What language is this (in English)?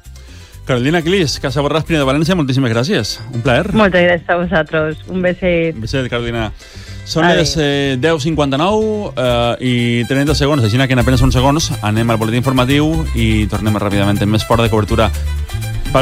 Catalan